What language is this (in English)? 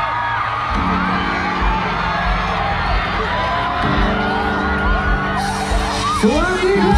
Lao